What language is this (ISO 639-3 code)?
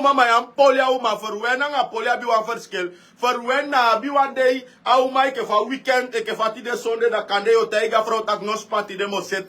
srn